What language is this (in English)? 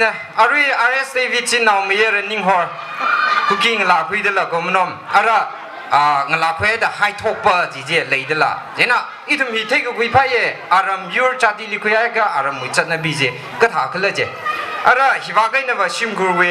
Tangkhul Naga (India)